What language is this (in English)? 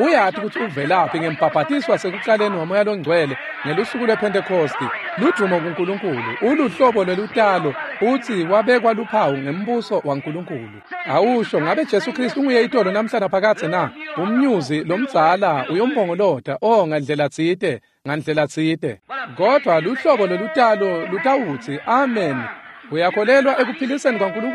Swati